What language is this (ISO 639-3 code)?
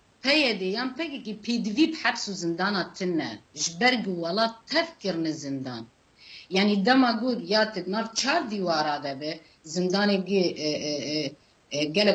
kur